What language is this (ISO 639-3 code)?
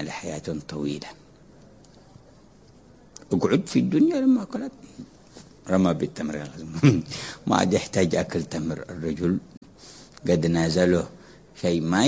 ara